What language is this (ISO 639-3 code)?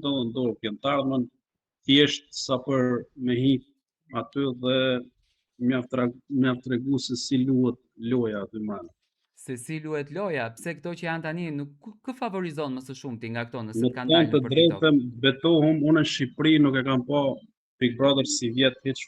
sqi